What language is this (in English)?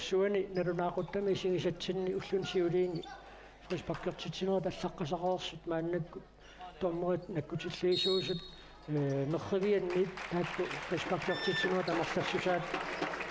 Kalaallisut